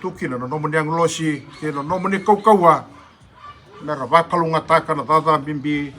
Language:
Fijian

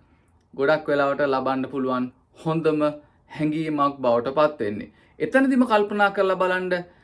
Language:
Sinhala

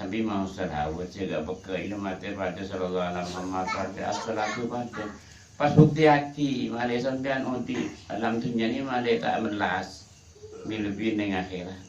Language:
Madurese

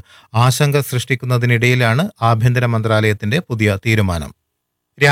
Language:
Malayalam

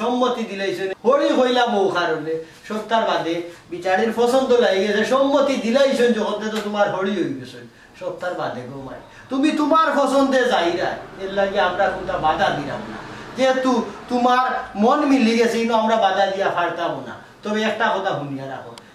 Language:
Sylheti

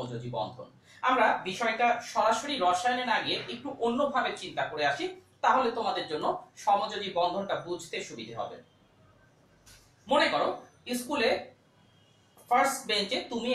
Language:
Bangla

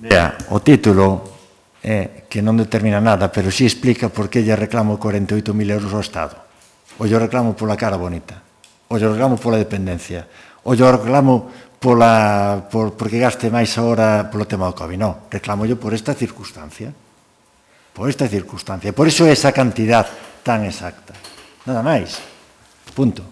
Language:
Galician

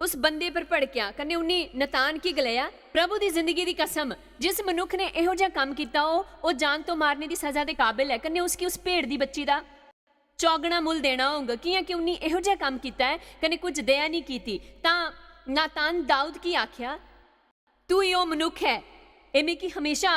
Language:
Dogri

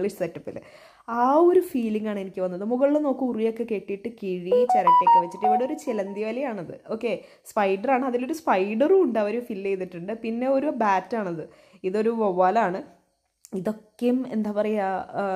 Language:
Malayalam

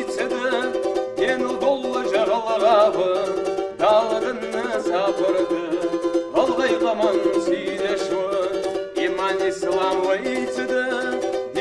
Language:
Ingush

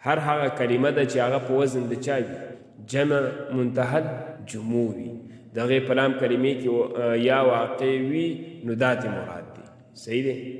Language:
Pashto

